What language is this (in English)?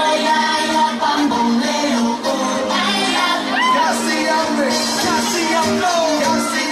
Tongan